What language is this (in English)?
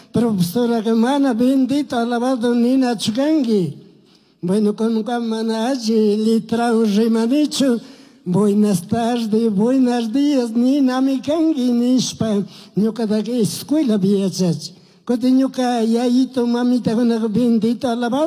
Chimborazo Highland Quichua